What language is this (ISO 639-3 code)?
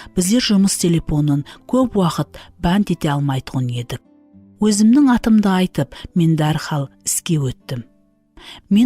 kaa